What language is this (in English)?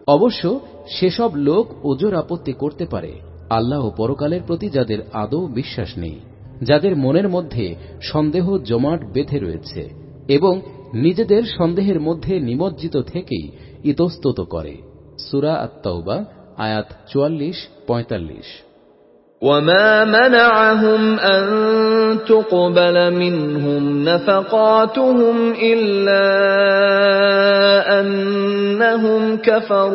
Bangla